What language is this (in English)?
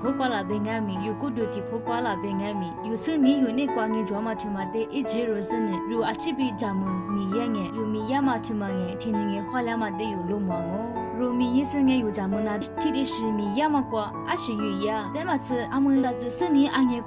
Lisu